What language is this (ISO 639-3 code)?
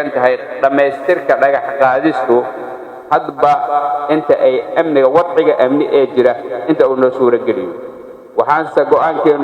som